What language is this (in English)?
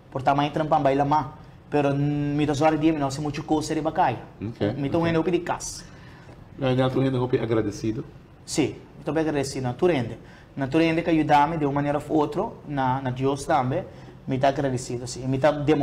Papiamento